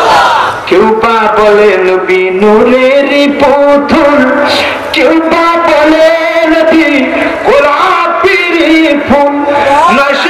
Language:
Bangla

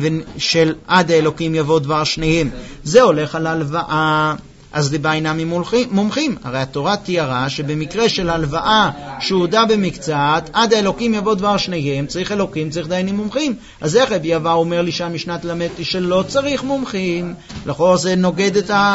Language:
Hebrew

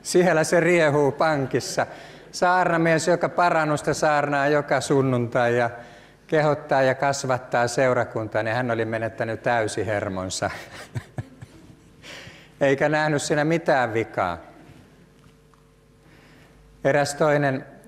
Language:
Finnish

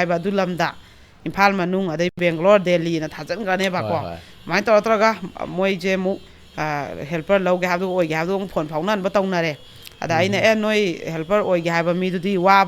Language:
Manipuri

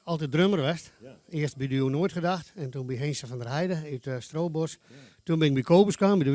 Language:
Western Frisian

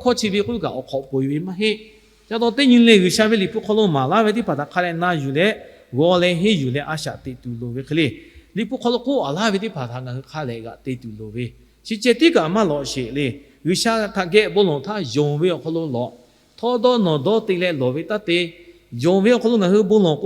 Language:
Lahu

